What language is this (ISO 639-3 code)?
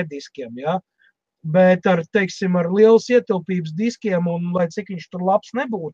lav